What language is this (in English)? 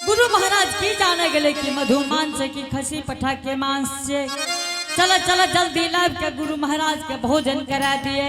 Angika